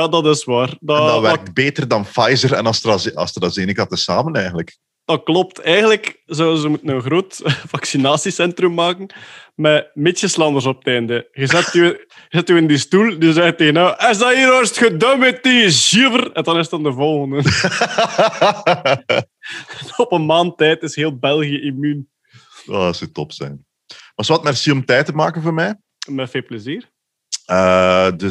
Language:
Dutch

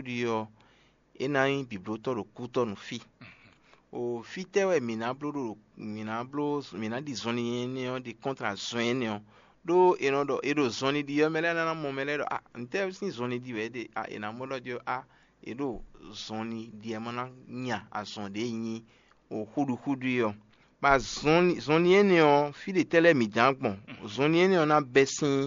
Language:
Fon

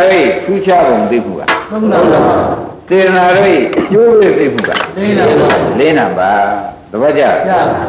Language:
Burmese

